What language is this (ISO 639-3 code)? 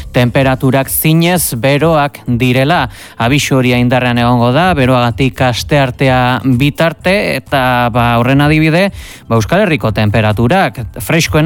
eus